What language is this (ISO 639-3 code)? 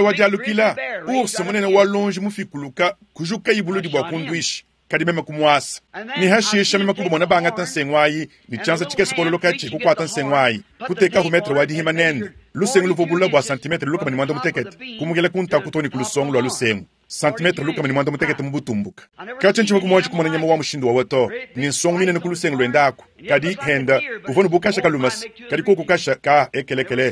lua